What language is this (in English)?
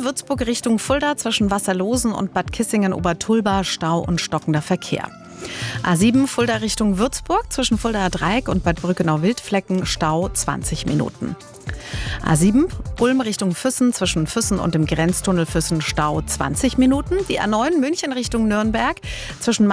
German